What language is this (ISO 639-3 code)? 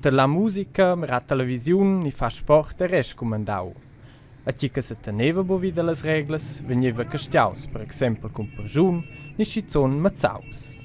roh